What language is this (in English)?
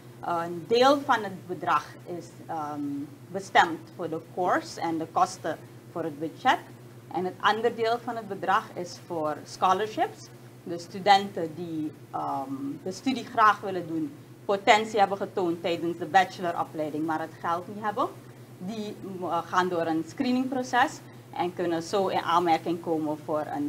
Dutch